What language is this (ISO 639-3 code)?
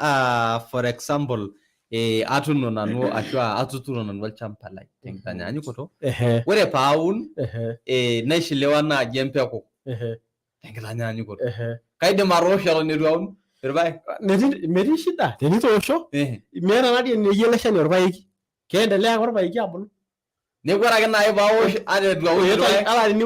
mas